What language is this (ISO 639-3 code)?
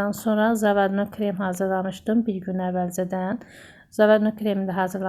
aze